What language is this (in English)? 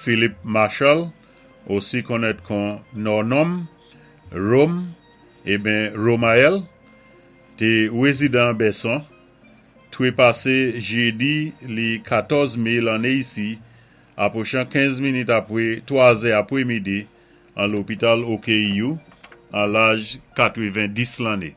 Saint Lucian Creole French